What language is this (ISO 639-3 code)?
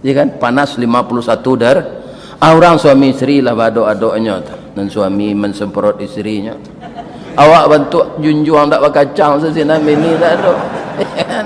min